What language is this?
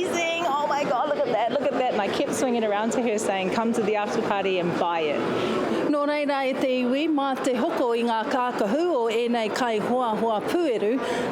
Māori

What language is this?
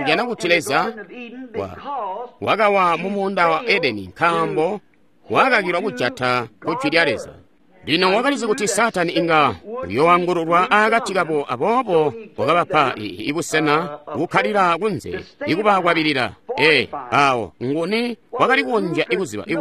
Tonga (Zambia)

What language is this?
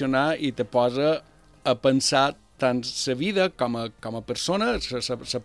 Catalan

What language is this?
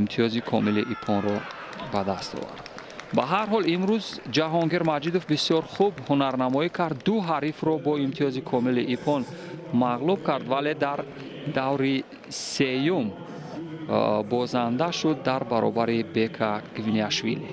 Tajik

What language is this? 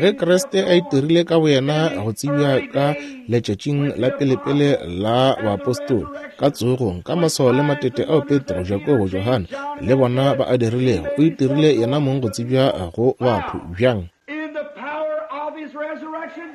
Northern Sotho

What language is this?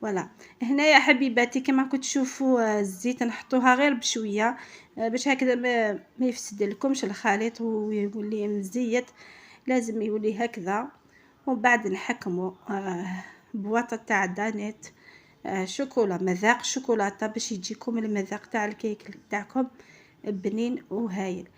Algerian Arabic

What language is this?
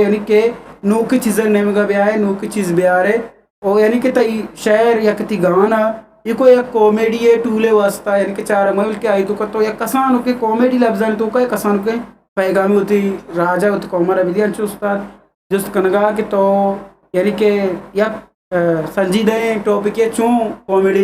Eastern Balochi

